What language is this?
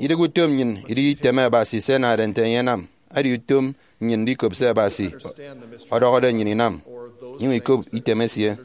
Efik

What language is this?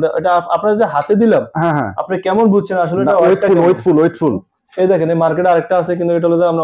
Bangla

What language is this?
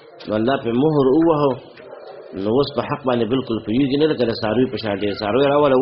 Pashto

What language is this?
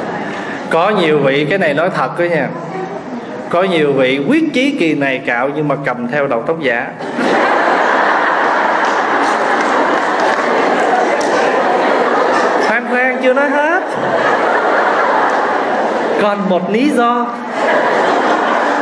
Vietnamese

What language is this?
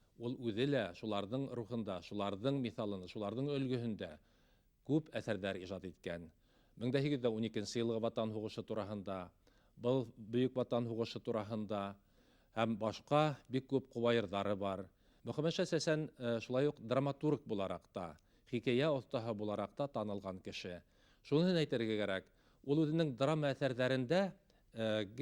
Bashkir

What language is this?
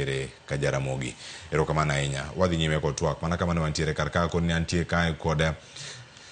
Luo (Kenya and Tanzania)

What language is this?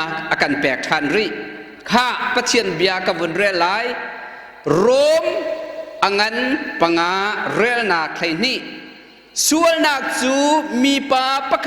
Hakha Chin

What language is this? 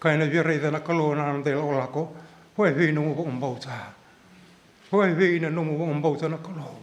Fijian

